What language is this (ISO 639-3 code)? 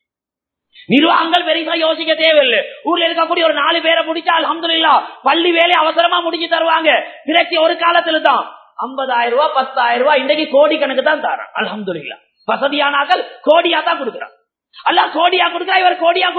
tam